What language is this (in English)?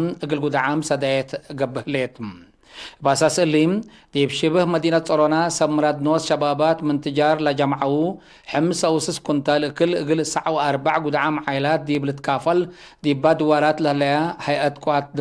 Tigre